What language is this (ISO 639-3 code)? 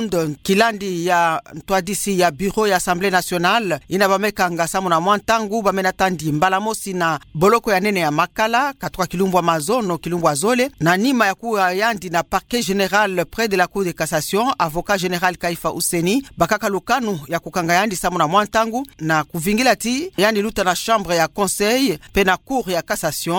ktu